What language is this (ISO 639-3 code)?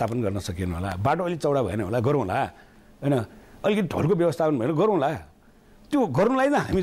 nep